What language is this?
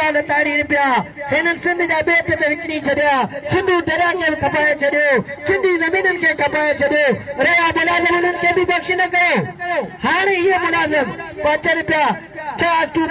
Sindhi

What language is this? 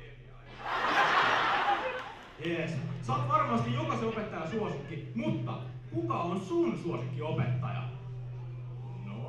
Finnish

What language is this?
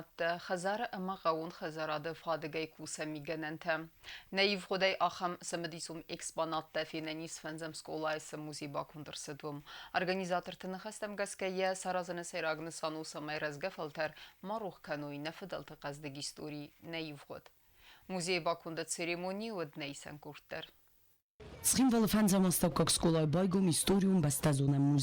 Ossetic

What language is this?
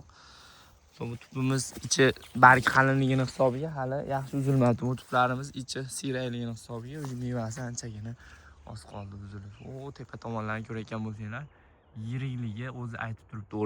Uzbek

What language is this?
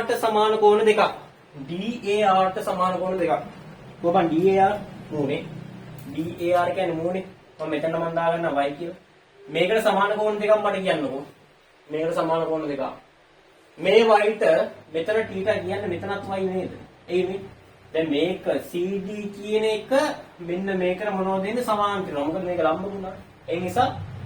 Sinhala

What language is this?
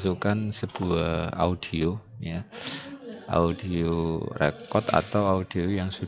Indonesian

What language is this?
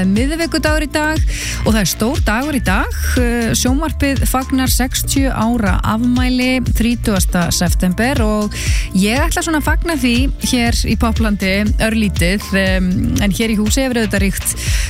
Icelandic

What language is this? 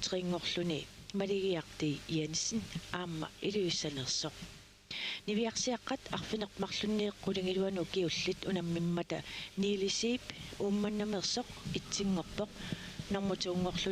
Kalaallisut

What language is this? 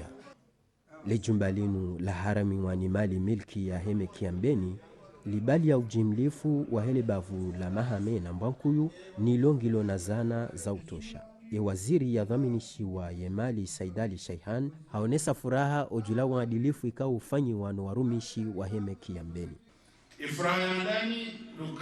Ngazidja Comorian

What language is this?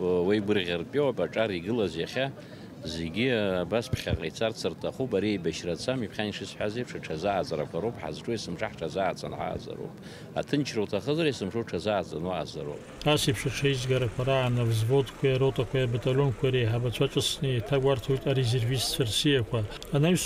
Abkhazian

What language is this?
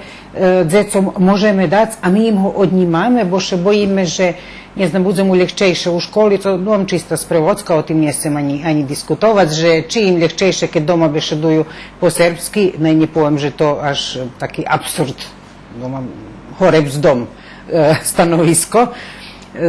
Rusyn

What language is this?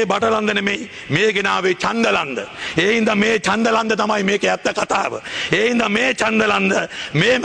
Sinhala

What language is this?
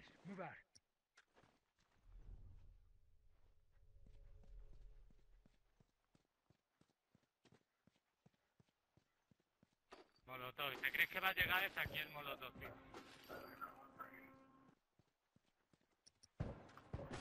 Spanish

